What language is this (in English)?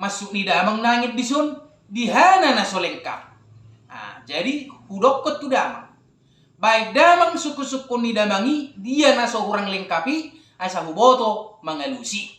Batak Toba